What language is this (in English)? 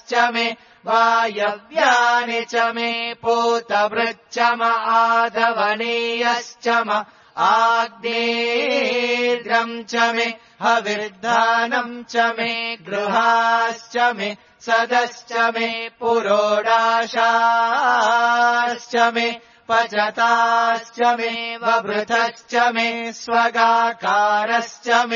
Sanskrit